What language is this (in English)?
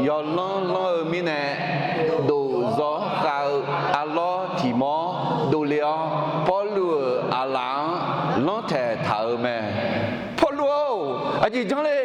Akha